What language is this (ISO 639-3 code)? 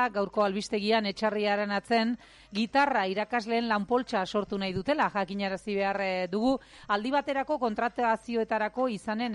eus